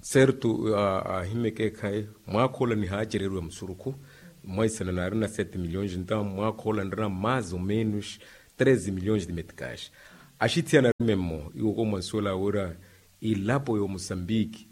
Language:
Makhuwa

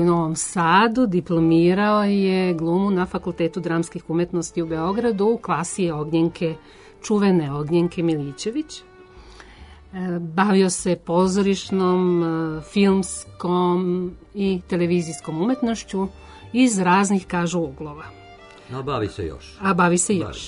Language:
Serbian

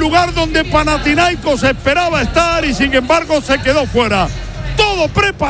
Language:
Spanish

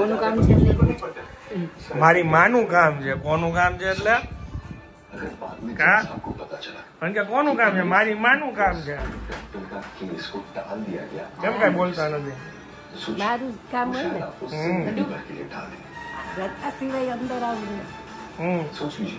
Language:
Gujarati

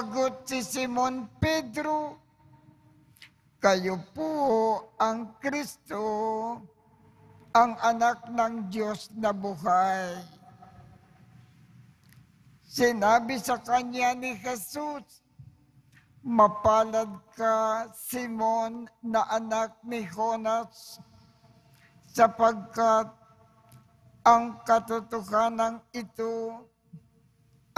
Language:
Filipino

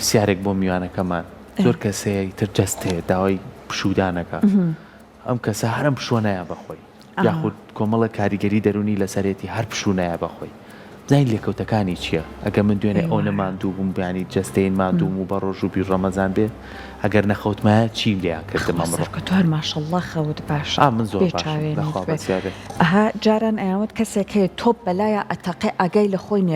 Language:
Central Kurdish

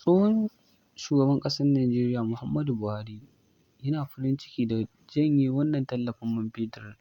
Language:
Hausa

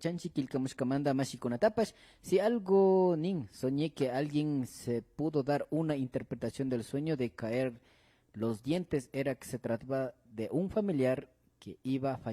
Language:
Imbabura Highland Quichua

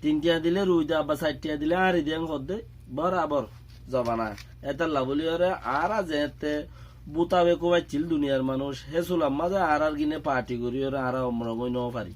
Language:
Rohingya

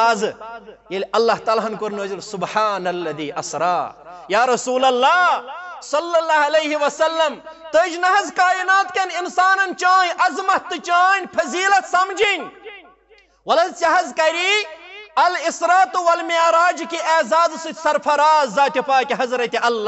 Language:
Kashmiri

